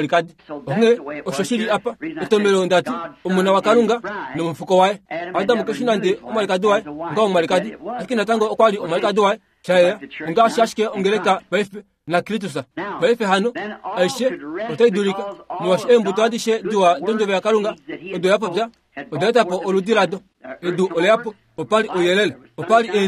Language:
Kuanyama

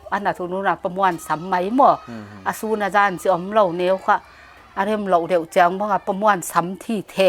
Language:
Paite Chin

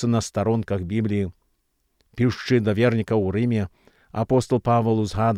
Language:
Belarusian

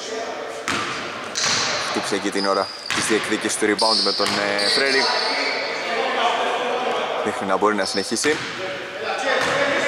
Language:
Greek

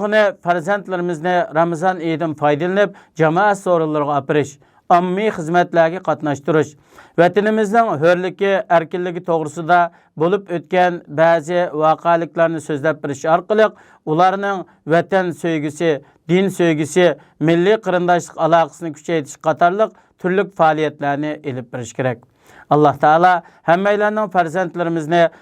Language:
Uyghur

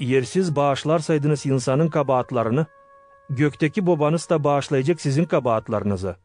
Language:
Gagauz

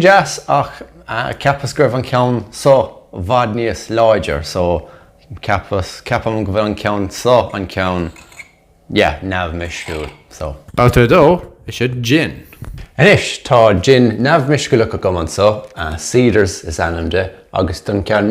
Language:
Irish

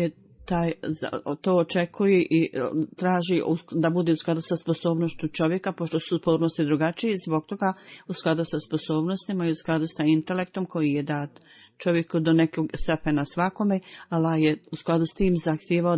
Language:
Bosnian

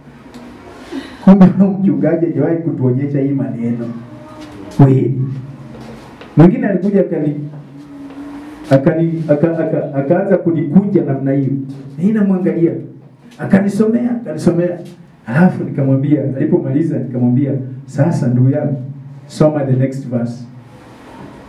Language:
Swahili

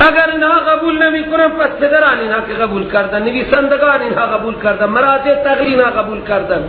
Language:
Persian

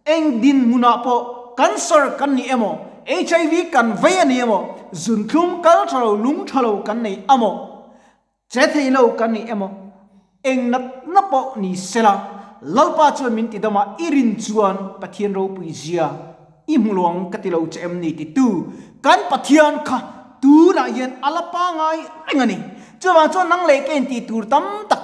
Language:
Mizo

